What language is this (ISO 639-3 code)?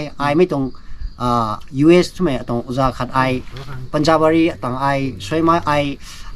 nbu